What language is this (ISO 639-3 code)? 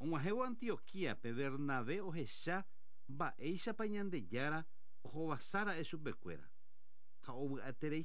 grn